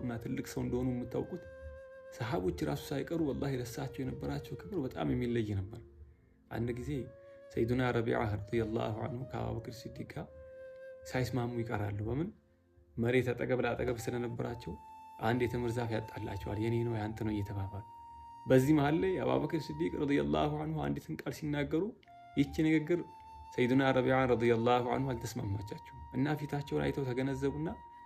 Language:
Amharic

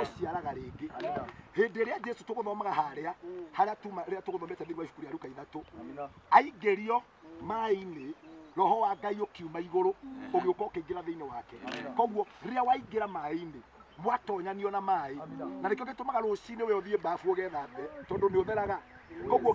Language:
Kikuyu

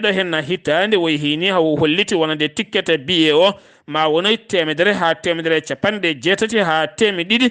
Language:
Fula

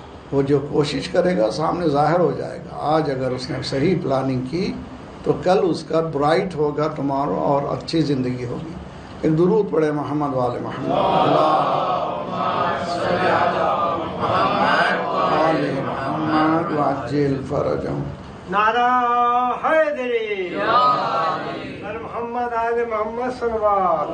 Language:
Urdu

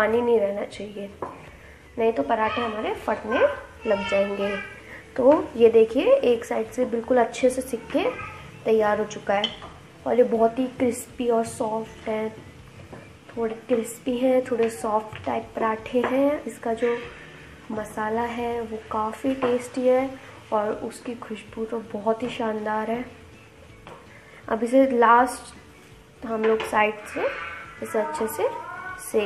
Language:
Hindi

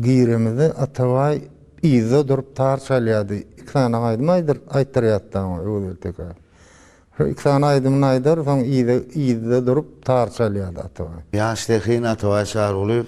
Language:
Turkmen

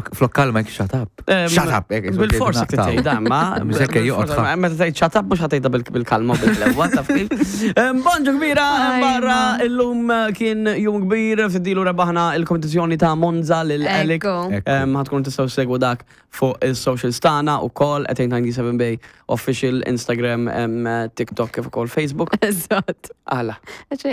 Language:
Maltese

